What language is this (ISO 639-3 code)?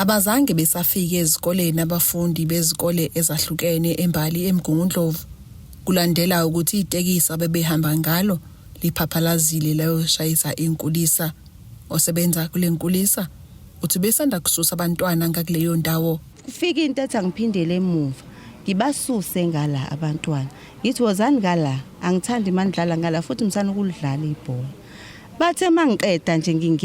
zul